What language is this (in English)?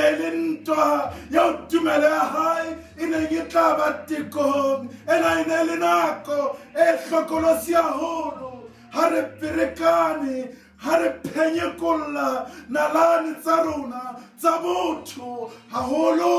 Southern Sotho